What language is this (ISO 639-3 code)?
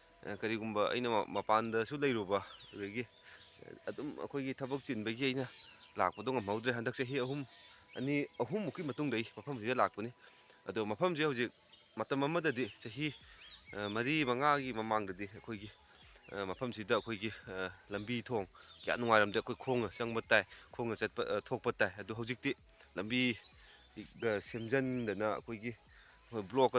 mni